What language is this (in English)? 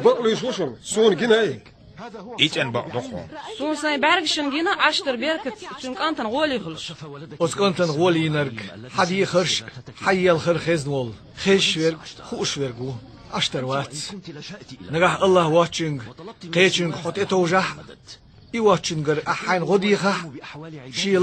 Chechen